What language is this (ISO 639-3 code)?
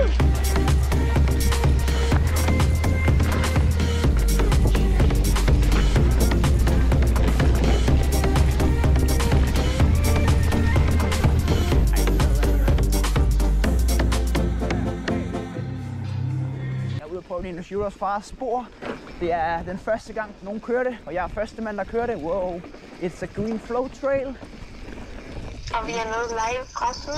dan